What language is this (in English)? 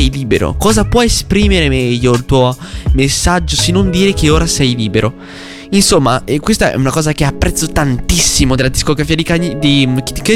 Italian